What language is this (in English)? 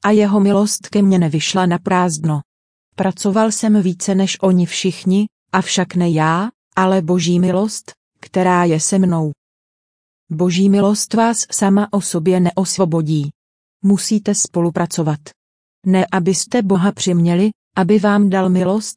Czech